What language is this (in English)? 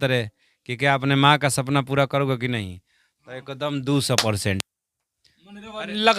Bhojpuri